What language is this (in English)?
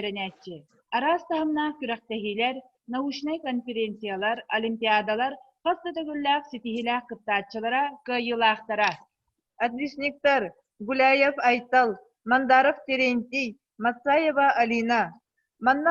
Yakut